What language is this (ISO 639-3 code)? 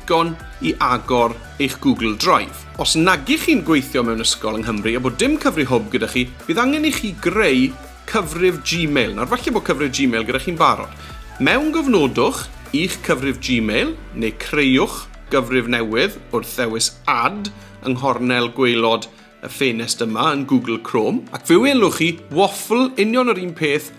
cym